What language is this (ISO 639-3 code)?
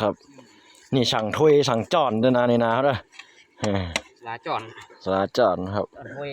tts